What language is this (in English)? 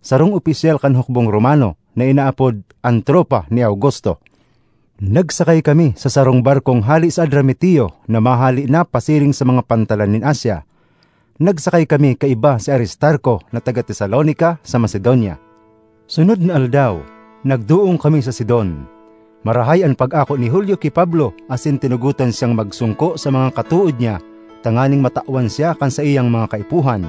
Bikol